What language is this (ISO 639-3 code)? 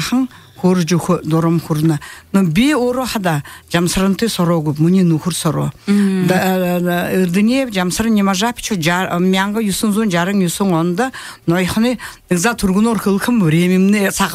bua